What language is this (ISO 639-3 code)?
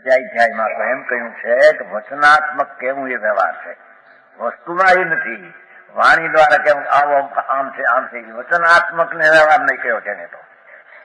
guj